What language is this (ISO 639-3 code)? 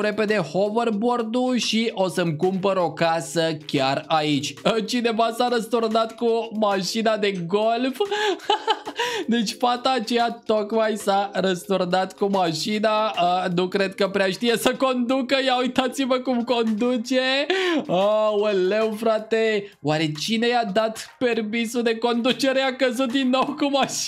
ron